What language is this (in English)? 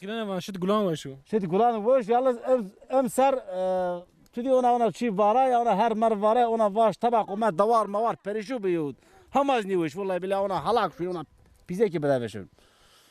Zaza